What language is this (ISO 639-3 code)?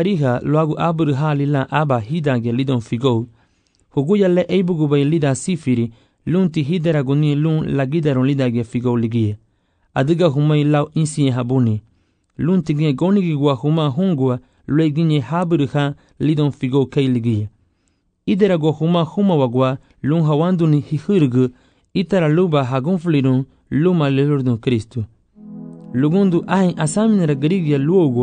cab